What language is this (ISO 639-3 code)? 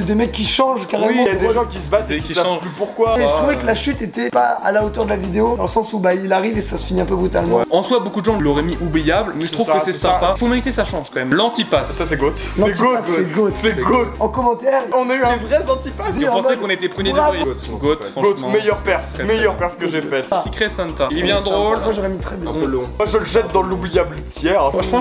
fra